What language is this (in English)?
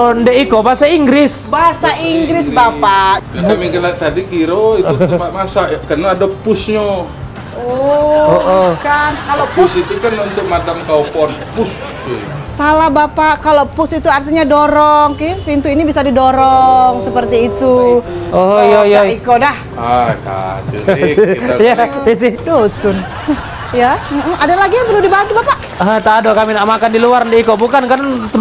Musi